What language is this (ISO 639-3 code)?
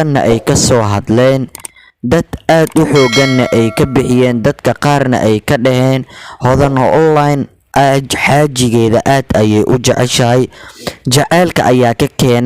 som